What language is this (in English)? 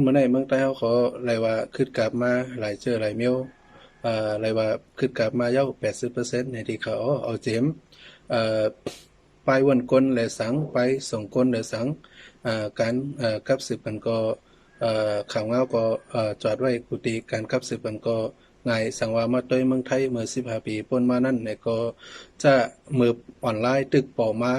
Shan